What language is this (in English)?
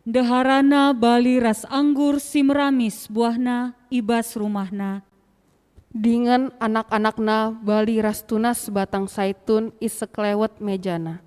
Batak Karo